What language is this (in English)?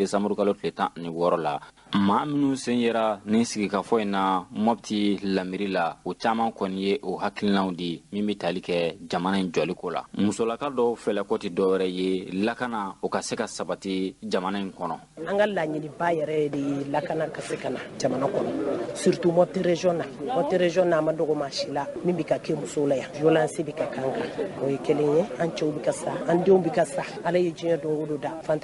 Bambara